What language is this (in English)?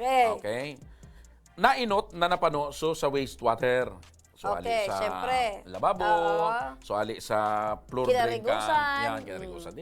Bikol